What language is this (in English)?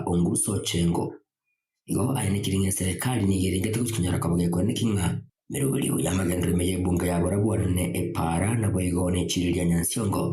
Gusii